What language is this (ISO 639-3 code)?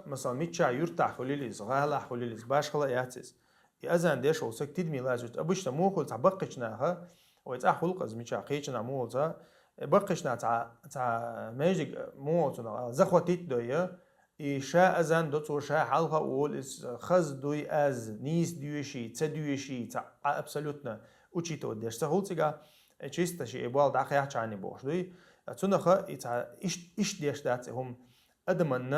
che